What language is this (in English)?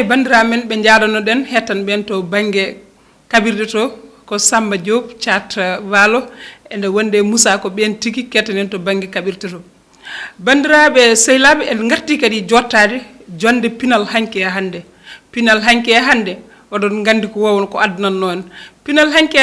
Fula